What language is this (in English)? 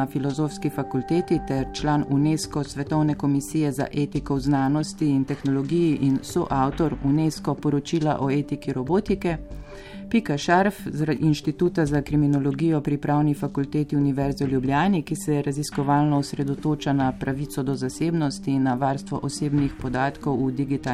Slovenian